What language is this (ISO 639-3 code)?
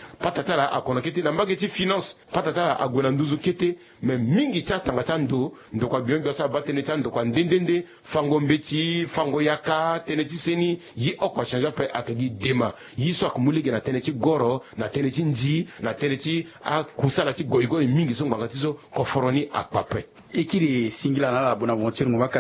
sag